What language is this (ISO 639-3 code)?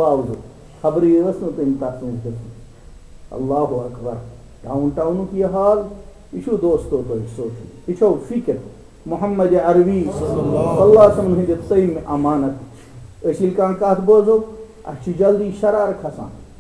kas